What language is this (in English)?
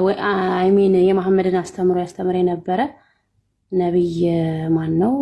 Amharic